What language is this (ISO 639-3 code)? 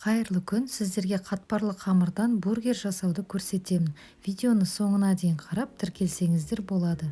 kaz